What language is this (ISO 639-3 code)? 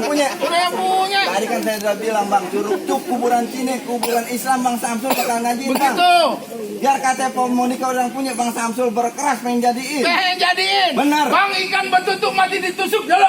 bew